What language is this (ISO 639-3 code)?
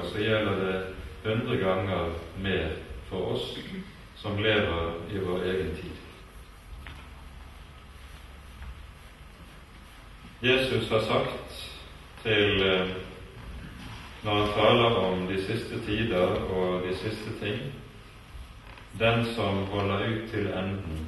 nor